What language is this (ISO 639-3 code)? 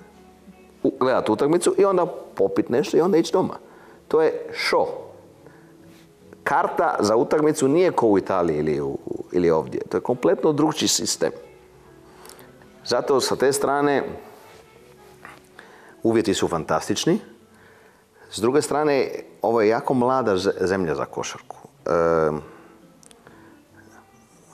hrv